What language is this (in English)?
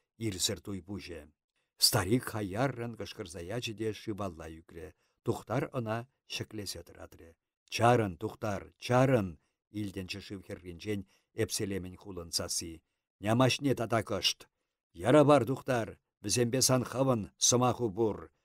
Chuvash